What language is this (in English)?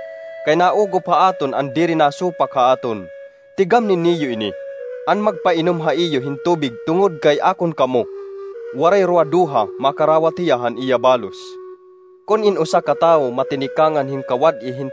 Waray